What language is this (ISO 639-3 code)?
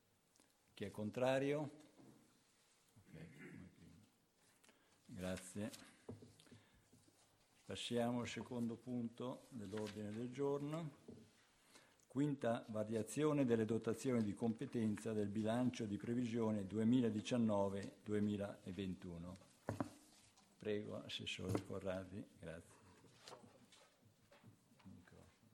ita